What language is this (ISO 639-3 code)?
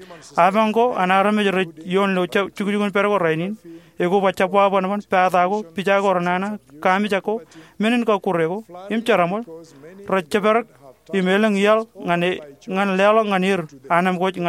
mah